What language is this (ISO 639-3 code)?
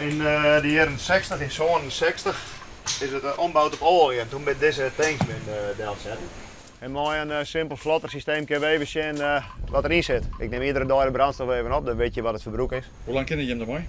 fry